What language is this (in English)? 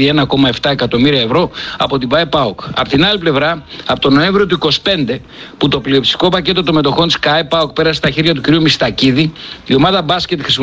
Greek